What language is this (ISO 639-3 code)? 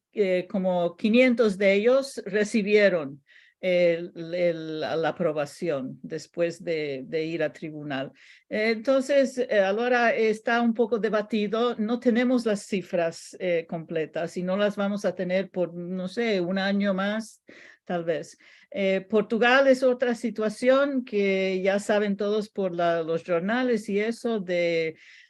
lad